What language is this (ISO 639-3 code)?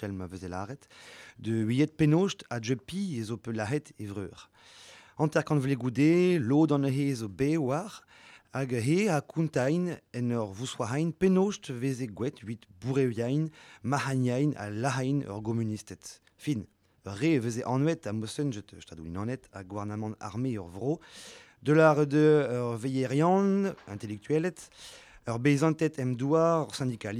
bre